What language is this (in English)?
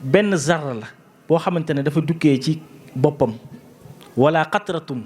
Wolof